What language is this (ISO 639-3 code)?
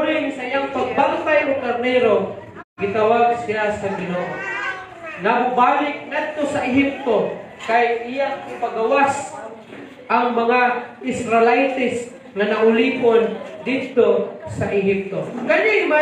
ceb